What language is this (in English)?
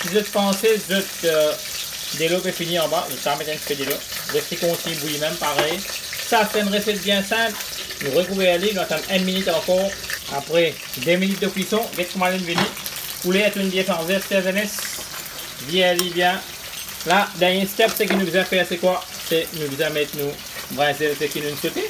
Morisyen